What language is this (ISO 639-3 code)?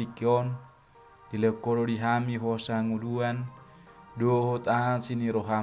bbc